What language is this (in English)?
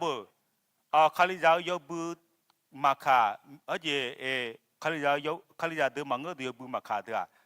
Akha